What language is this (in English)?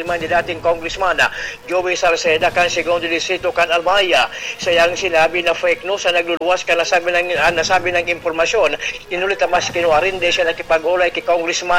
Bikol